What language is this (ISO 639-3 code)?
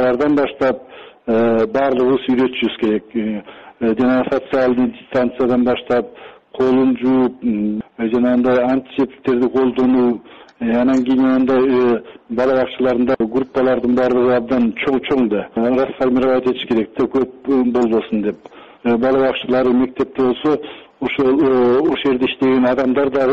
kir